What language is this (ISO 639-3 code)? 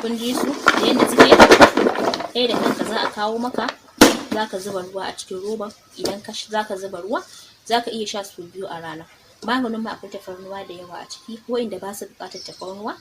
hau